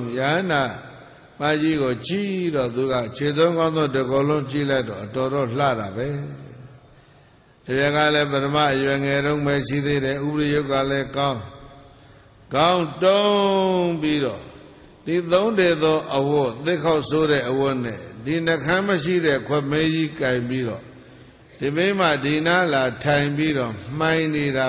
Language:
Burmese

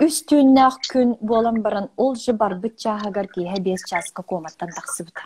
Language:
Yakut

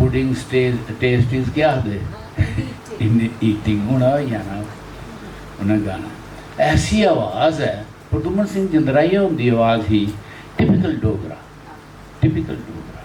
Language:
Dogri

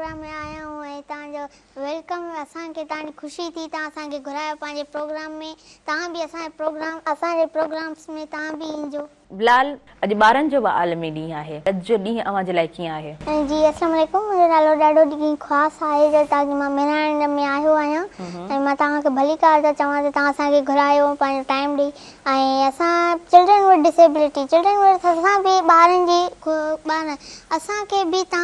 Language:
Sindhi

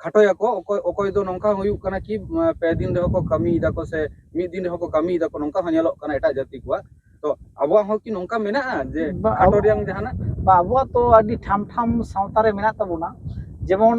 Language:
Santali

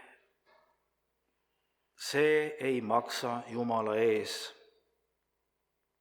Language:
Estonian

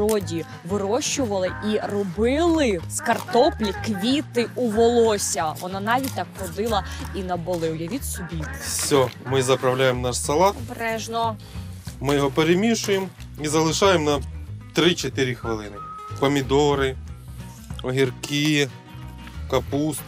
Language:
Ukrainian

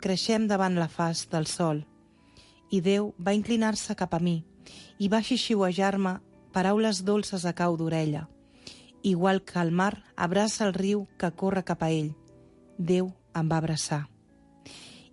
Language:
Catalan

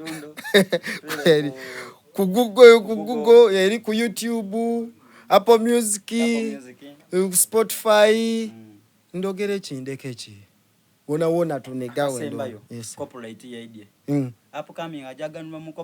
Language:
Soga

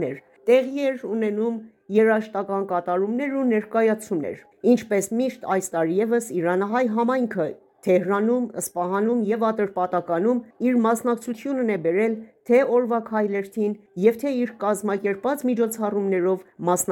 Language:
Armenian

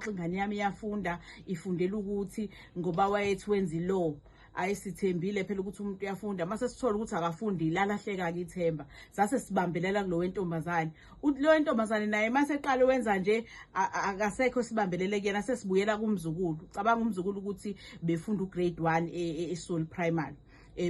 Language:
Zulu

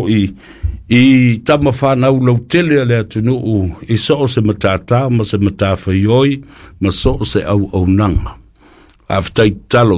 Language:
Samoan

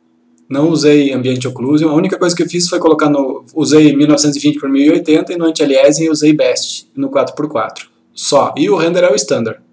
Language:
Portuguese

